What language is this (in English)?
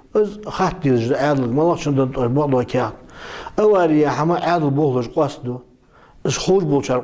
Ingush